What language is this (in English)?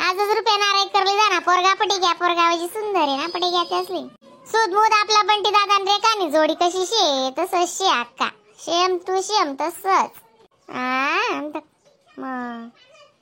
Khandesi